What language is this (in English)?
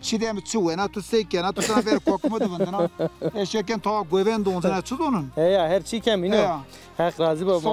Zaza